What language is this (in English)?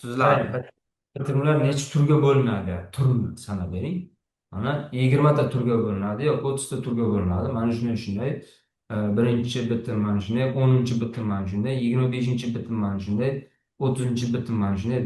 Uzbek